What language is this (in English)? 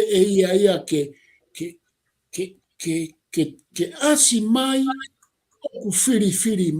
Tongan